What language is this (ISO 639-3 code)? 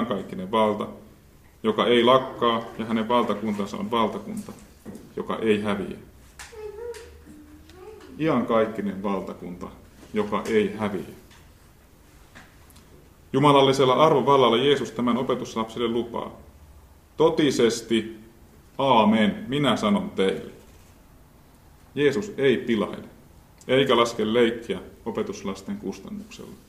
fin